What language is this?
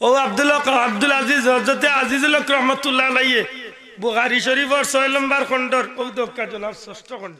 Sylheti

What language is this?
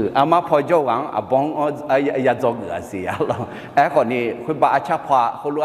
Akha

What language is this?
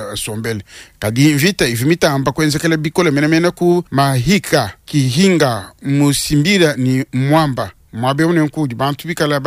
Luba-Lulua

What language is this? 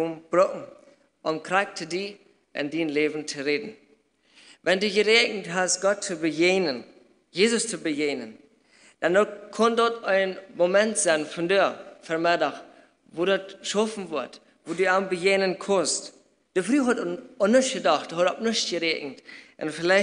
Plautdietsch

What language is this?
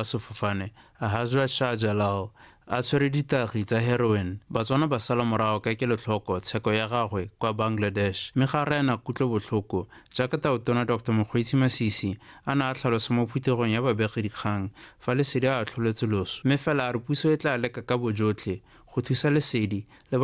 Tswana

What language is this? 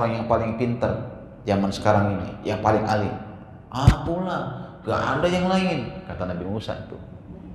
Indonesian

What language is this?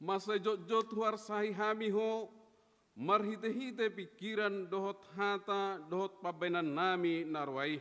Batak Toba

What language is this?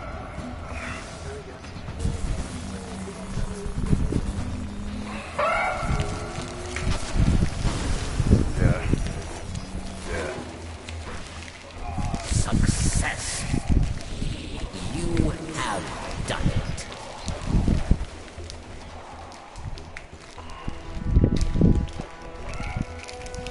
English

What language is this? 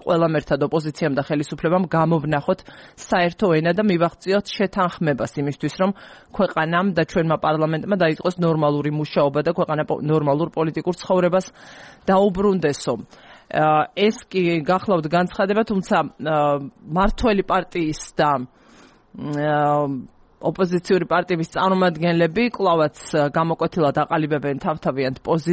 Georgian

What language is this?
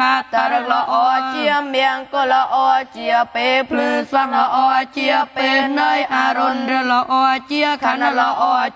Khmer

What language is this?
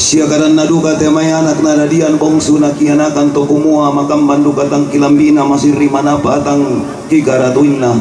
Toraja-Sa'dan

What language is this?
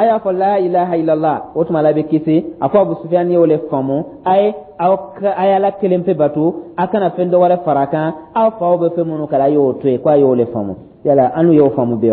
Dyula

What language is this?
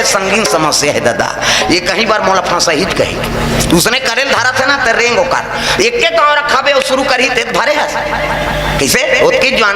Chhattisgarhi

